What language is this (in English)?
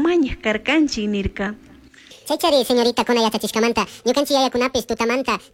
Chimborazo Highland Quichua